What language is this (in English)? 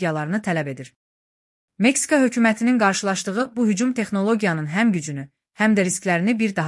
Azerbaijani